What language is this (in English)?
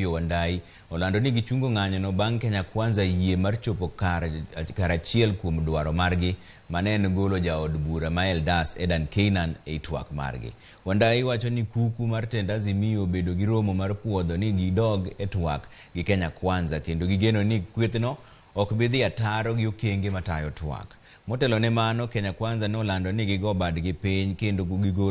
Luo (Kenya and Tanzania)